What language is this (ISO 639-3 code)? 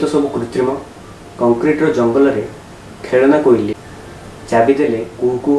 ori